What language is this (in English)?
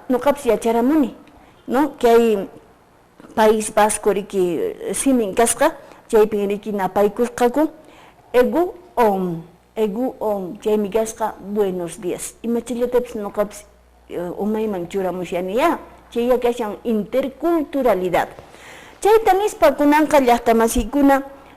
Quechua